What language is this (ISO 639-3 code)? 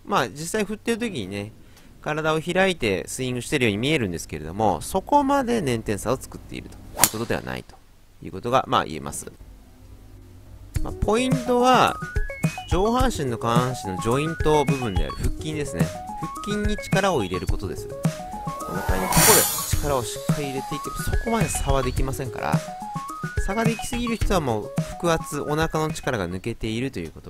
jpn